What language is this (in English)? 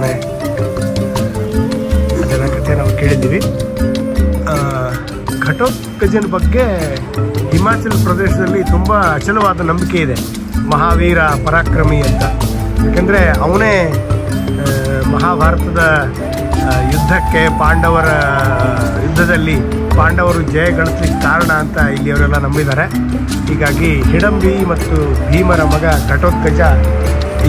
Kannada